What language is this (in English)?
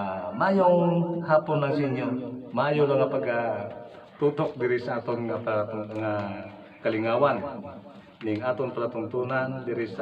Hiligaynon